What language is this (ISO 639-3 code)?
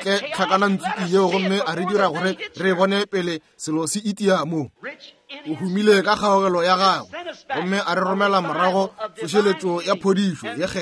nso